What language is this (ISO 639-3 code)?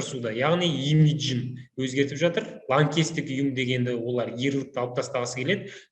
kaz